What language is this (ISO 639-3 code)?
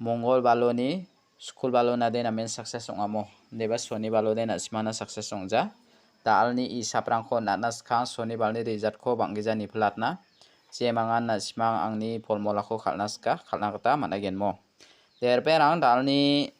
grt